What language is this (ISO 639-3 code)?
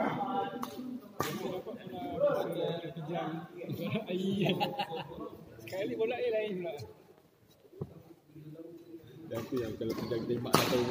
msa